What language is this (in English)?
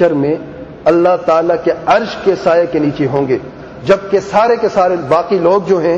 Urdu